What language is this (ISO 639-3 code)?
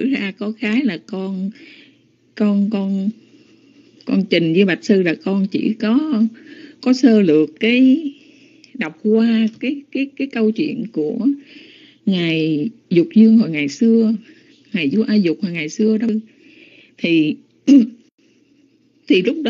vie